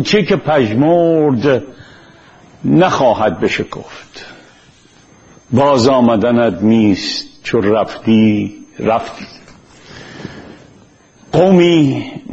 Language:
Persian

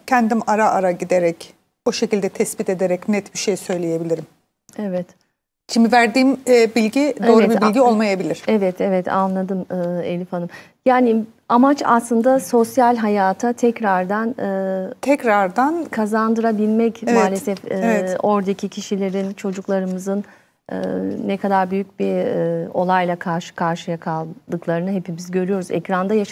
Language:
Turkish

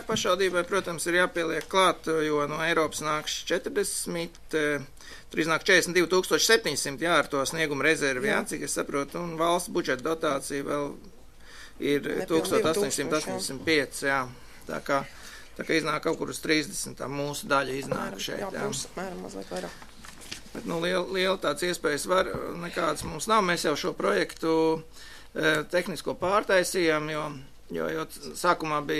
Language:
Latvian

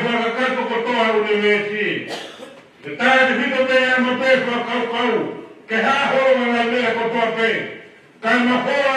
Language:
Tongan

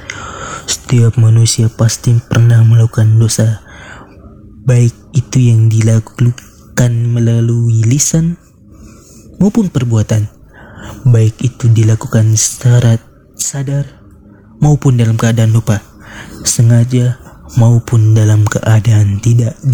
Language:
Indonesian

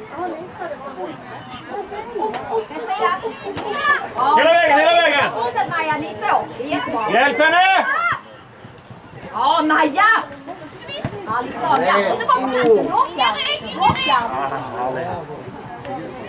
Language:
Swedish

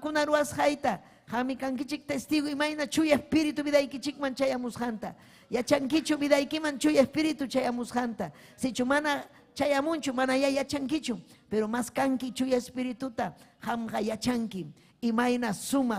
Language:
Ayacucho Quechua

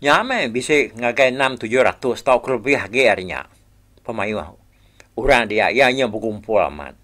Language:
Iban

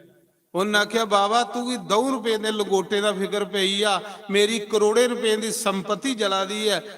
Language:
Dogri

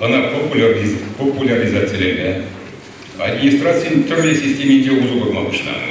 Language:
Chuvash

